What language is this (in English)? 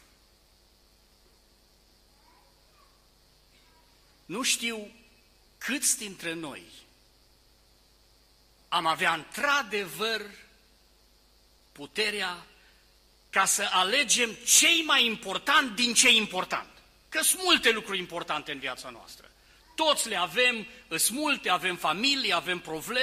Romanian